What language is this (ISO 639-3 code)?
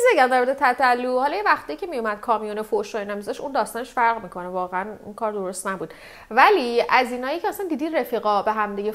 fas